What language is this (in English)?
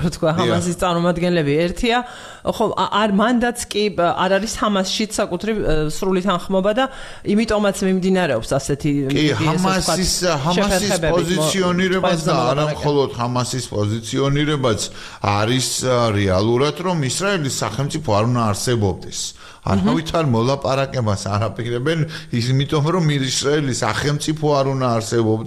Georgian